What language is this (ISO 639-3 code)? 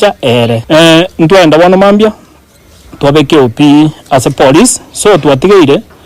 guz